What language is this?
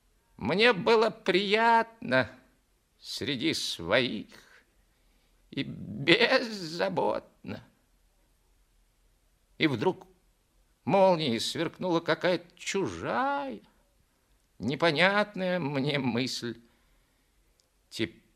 Russian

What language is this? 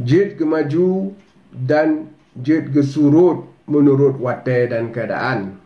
Achinese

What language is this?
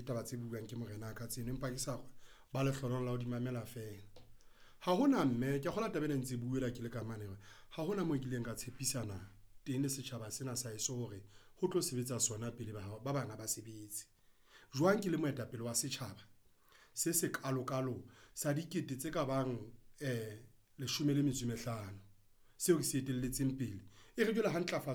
Southern Sotho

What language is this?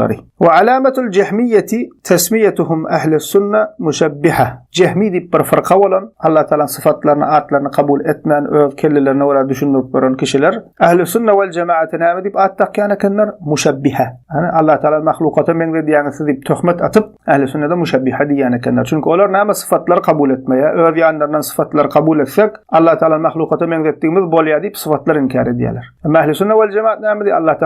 Turkmen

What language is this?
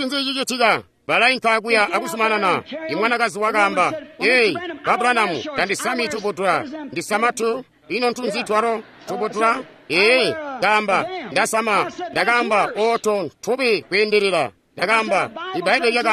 Tonga (Zambia)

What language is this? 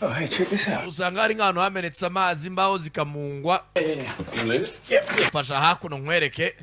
Kinyarwanda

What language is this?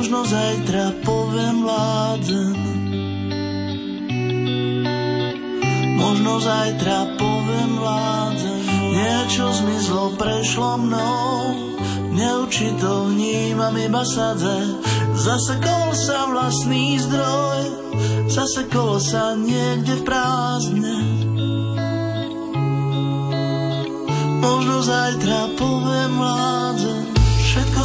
Slovak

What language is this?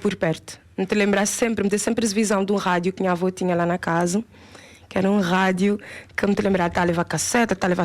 Kabuverdianu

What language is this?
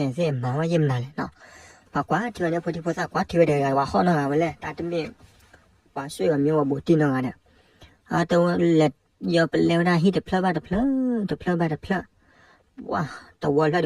S'gaw Karen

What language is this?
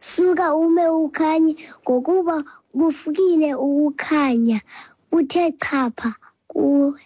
Xhosa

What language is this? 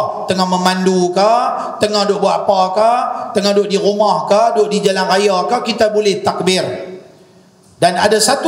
Malay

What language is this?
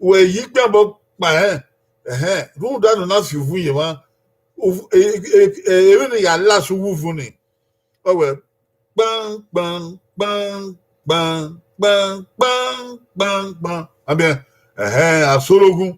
Bini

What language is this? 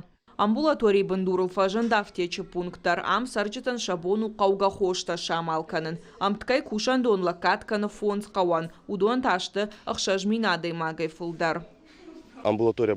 Ossetic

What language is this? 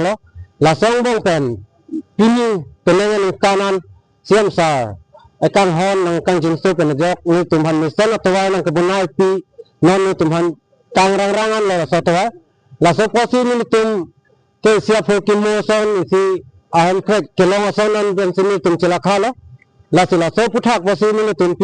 Karbi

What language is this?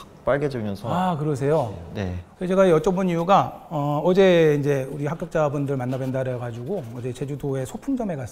Korean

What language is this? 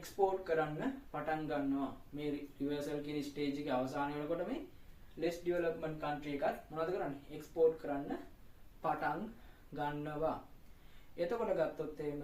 Sinhala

